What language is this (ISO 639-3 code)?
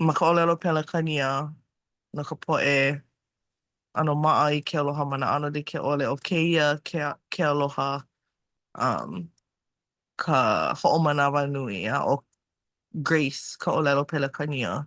haw